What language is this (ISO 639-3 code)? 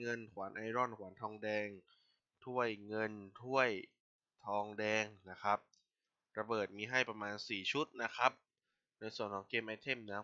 tha